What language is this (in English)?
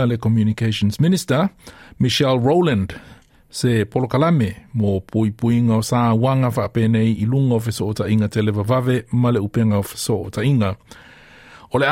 Samoan